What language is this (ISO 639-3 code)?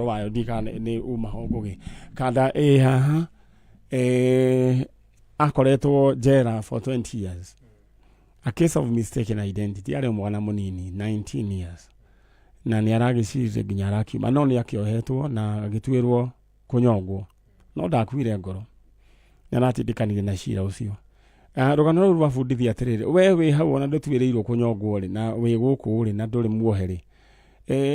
kik